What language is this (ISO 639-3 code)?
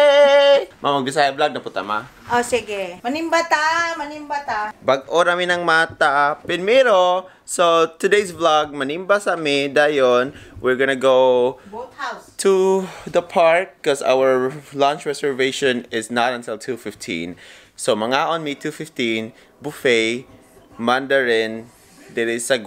ceb